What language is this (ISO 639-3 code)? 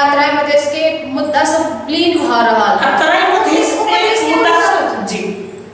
mai